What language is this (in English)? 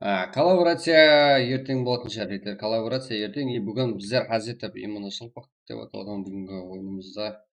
Kara-Kalpak